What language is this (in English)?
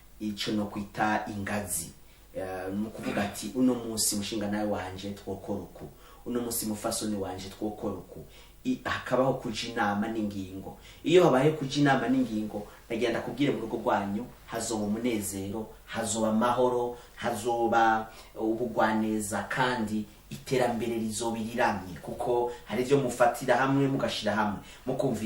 Rundi